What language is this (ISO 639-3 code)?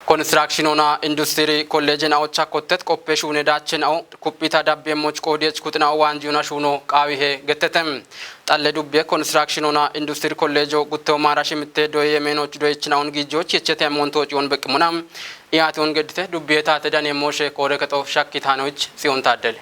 kbr